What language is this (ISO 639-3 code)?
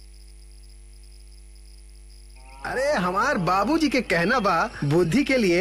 bho